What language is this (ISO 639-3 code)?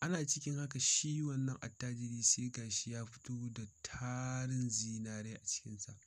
hau